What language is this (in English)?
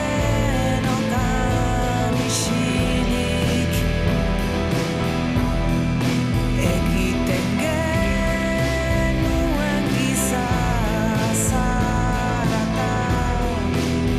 Basque